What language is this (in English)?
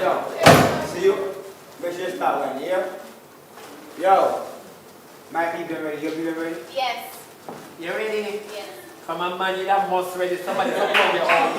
Jamaican Creole English